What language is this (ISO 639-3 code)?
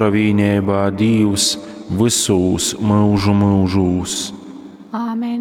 ltg